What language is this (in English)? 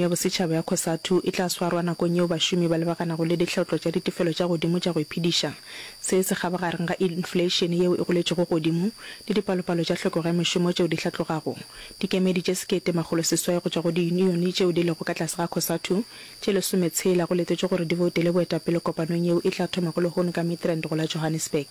Northern Sotho